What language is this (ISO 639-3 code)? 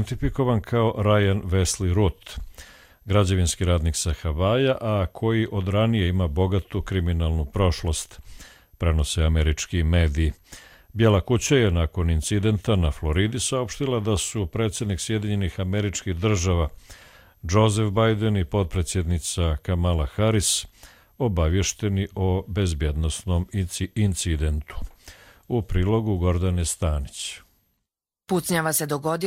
hrv